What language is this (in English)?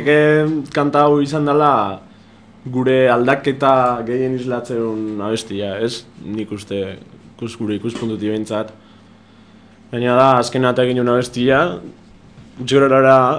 Basque